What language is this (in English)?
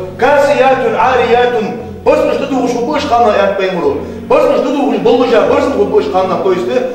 Ingush